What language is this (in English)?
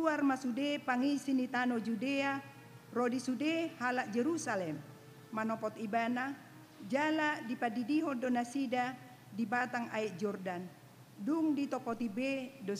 Batak Toba